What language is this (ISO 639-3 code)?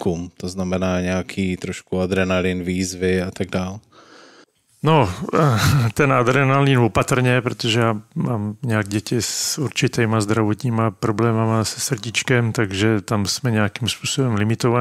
ces